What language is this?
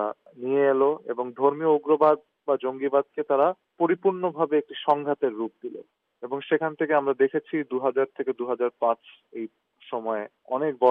Bangla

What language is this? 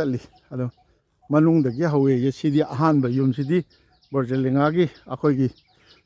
Manipuri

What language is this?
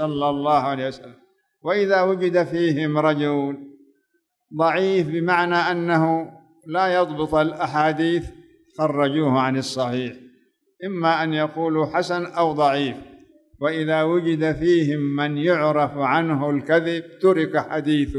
Arabic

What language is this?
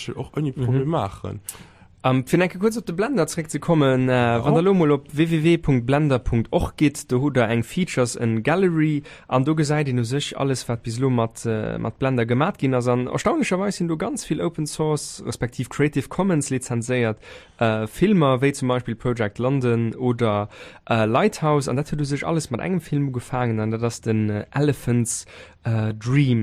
Luxembourgish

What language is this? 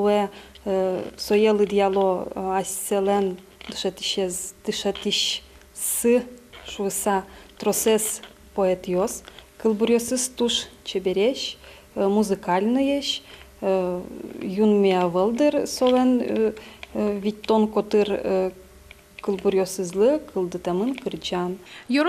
Udmurt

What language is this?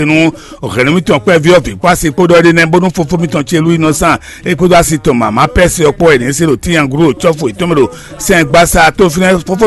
Fon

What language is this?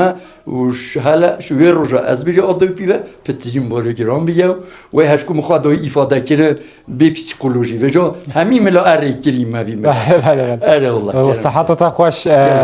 Kurdish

